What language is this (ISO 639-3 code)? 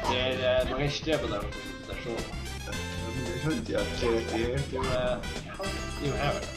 fao